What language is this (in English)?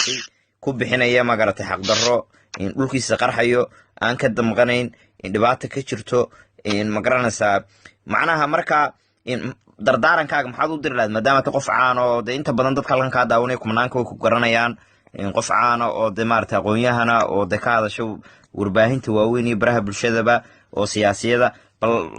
Somali